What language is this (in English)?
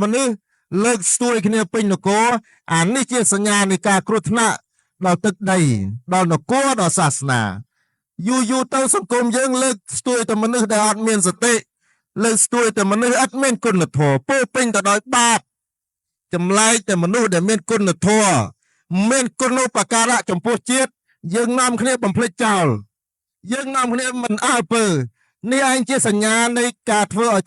Khmer